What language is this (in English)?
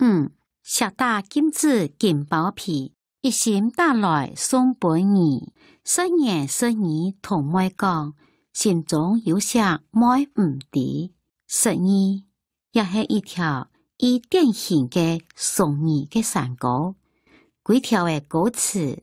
Hakka Chinese